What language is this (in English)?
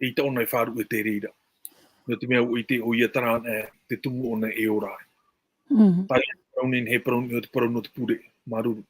Tahitian